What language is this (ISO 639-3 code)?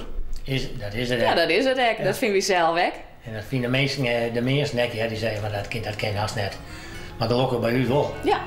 fry